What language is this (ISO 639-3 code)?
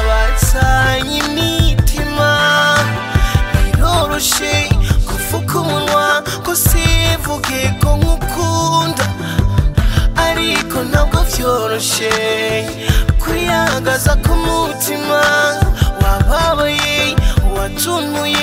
run